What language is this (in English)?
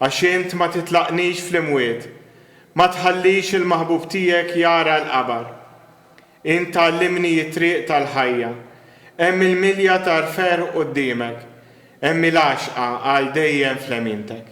Maltese